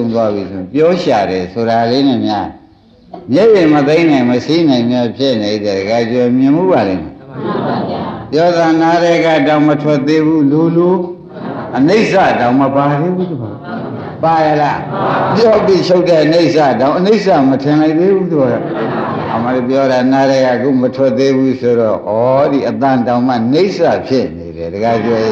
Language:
Burmese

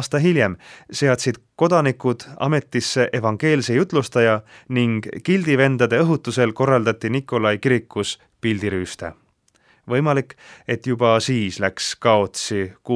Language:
Estonian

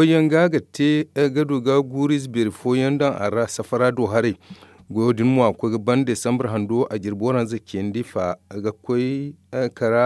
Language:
Zarma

